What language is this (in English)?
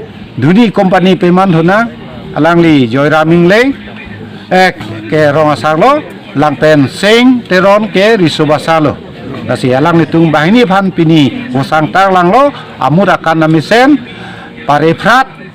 Karbi